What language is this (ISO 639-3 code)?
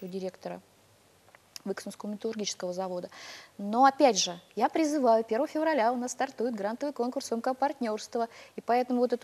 rus